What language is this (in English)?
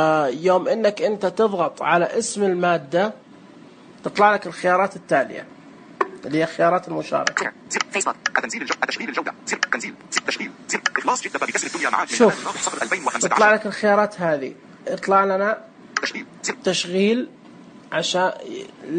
Najdi Arabic